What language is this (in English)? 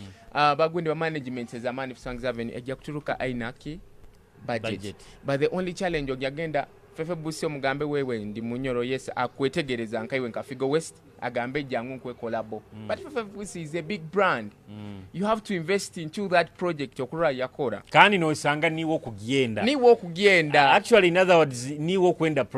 Nyoro